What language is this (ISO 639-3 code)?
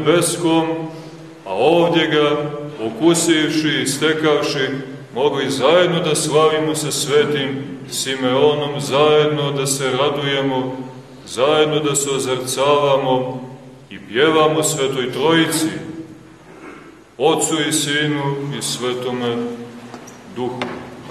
srp